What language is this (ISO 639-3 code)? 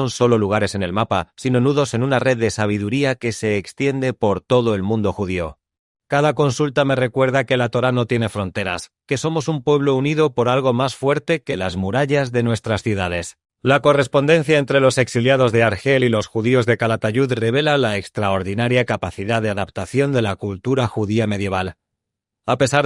lad